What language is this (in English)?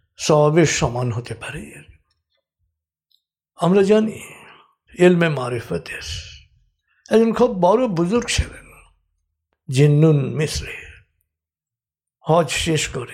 Bangla